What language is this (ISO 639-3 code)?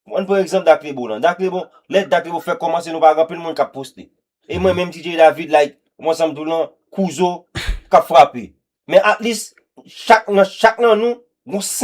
hat